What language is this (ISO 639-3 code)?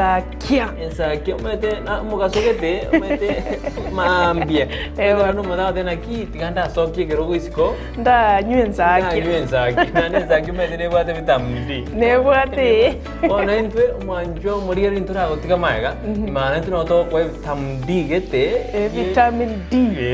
guz